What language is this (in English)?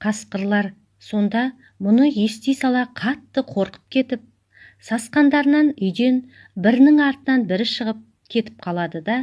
Kazakh